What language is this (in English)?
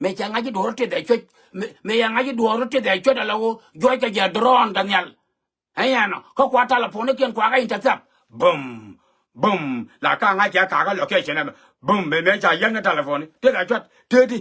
Nuer